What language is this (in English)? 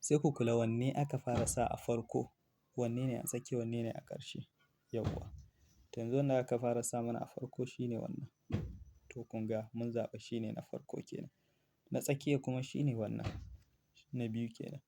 Hausa